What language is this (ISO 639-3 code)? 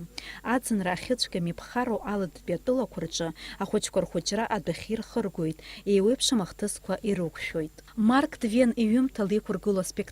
abk